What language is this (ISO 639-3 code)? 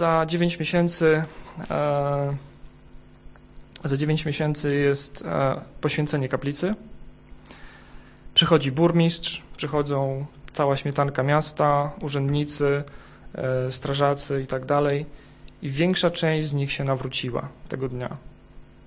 pol